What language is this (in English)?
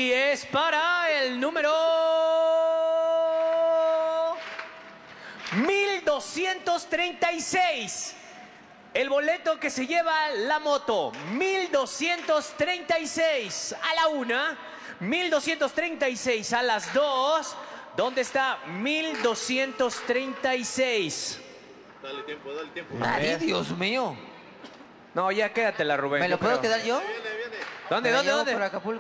Spanish